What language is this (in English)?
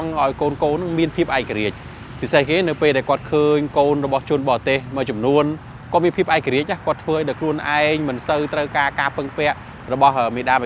Khmer